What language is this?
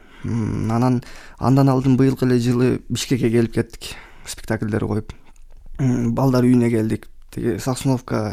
Kyrgyz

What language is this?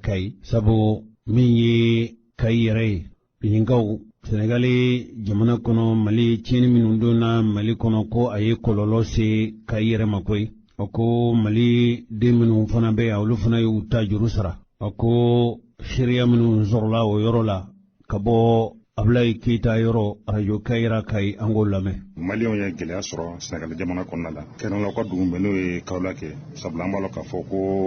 Bambara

